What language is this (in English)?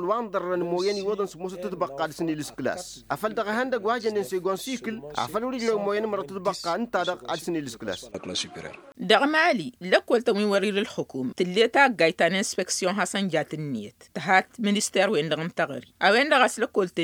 Tamasheq